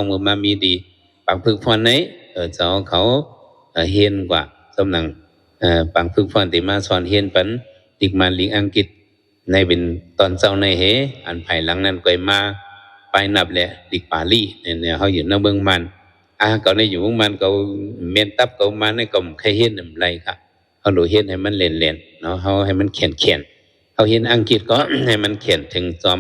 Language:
Shan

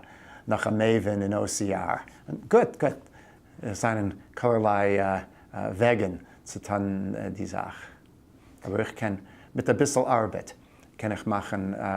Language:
Yiddish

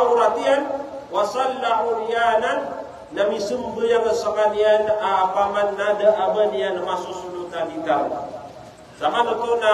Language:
Maranao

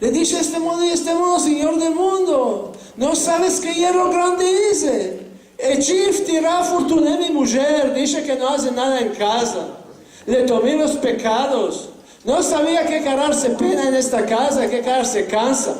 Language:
Ladino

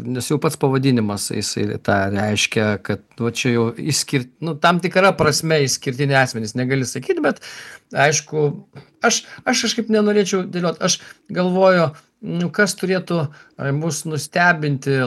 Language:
Lithuanian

